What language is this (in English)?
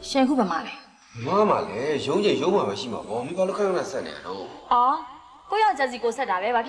Burmese